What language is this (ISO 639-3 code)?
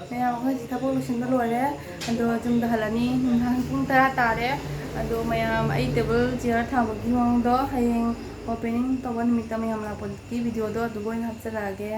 mni